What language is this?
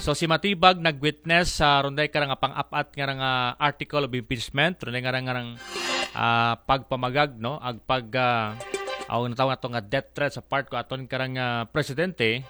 Aklanon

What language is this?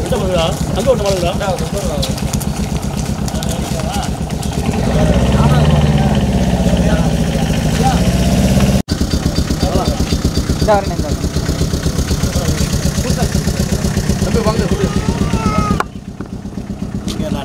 Tamil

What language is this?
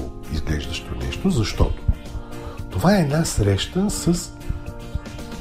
Bulgarian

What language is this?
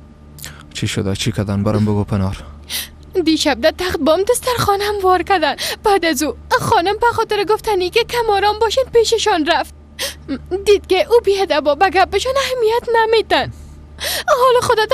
Persian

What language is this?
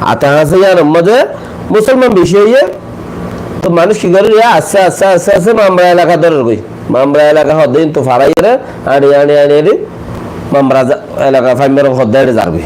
Rohingya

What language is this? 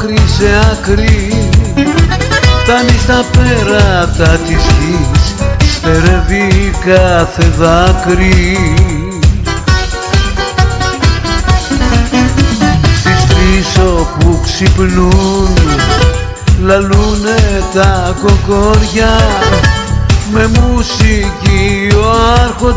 Greek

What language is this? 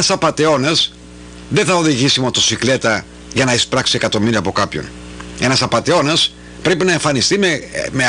Greek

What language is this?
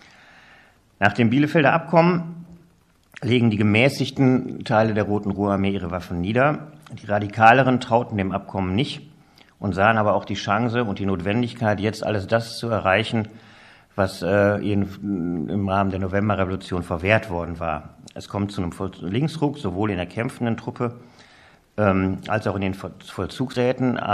German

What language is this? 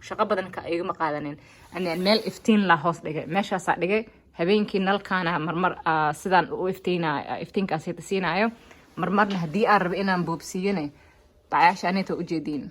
Somali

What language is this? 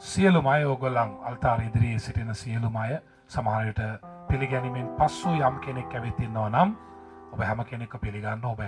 Sinhala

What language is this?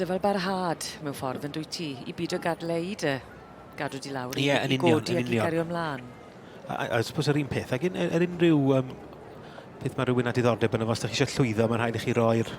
Welsh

